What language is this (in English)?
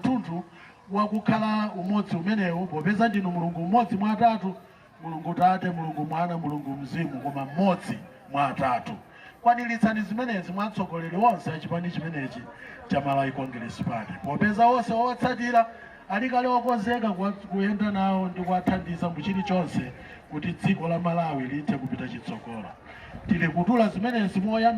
Nyanja